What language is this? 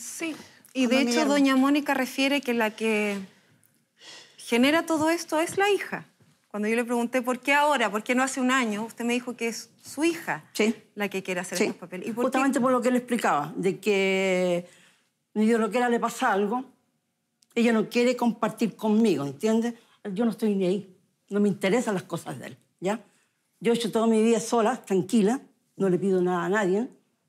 Spanish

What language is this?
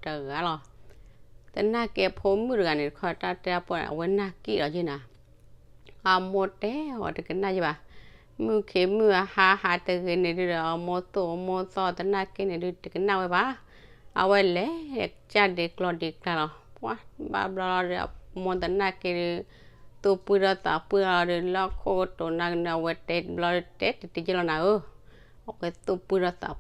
S'gaw Karen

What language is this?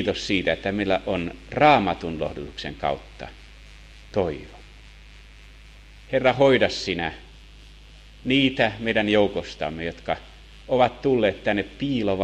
Finnish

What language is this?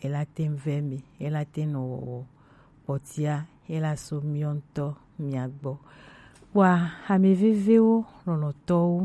Gen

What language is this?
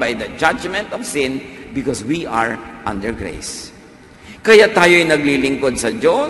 Filipino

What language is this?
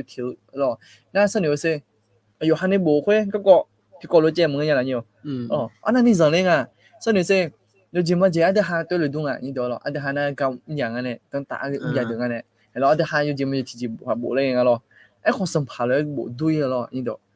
Akha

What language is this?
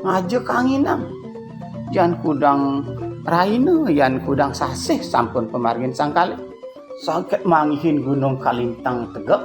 Balinese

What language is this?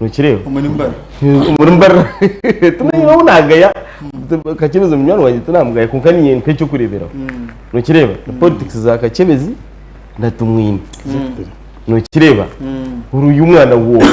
Nyankole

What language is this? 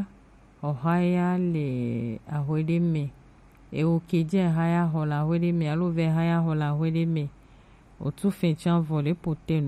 Gen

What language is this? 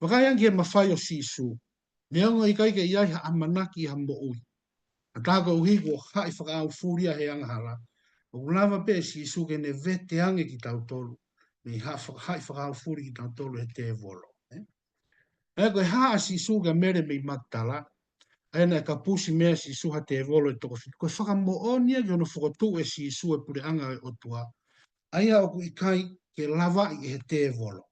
Tongan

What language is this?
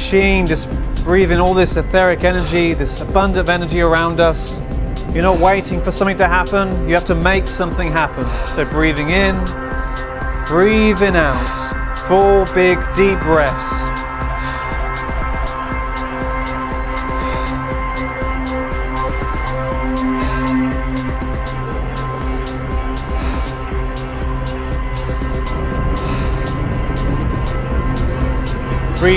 English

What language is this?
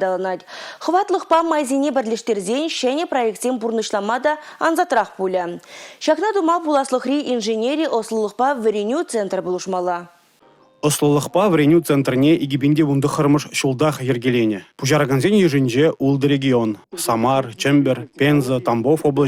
Chuvash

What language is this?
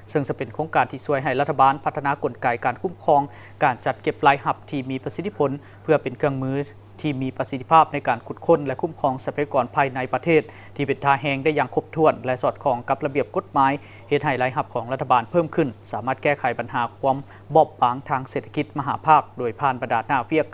Lao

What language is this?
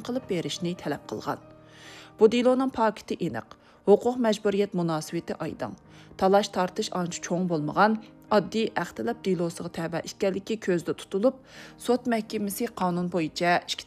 Uyghur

